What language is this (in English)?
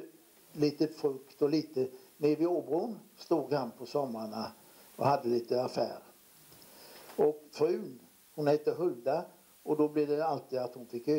Swedish